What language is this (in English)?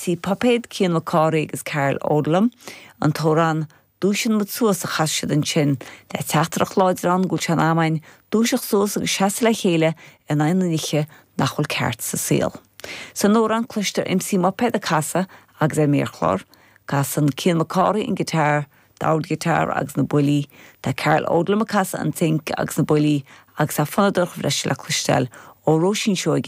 Irish